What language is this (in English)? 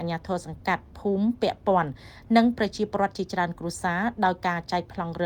Khmer